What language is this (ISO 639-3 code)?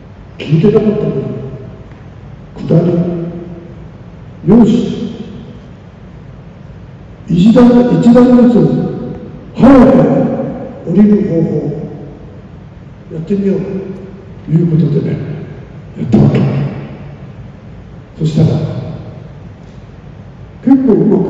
jpn